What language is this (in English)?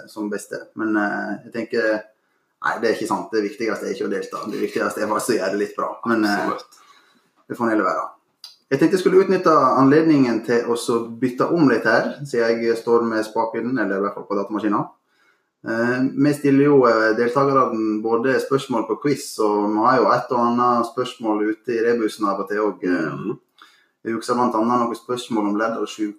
Norwegian